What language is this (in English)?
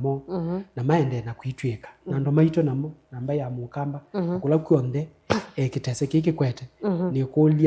Kamba